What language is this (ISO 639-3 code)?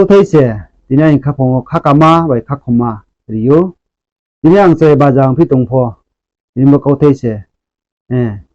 ria